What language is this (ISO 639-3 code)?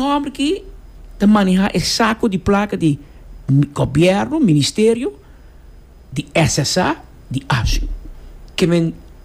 pap